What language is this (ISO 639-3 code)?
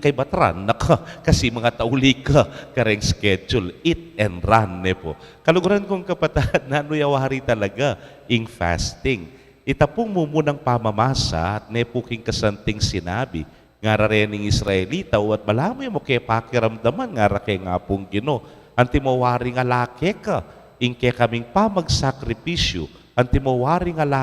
pam